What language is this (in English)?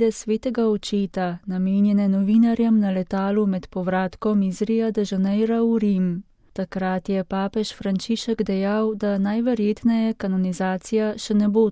Slovenian